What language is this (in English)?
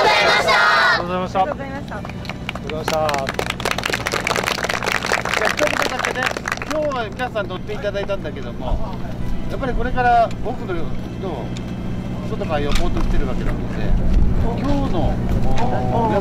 Japanese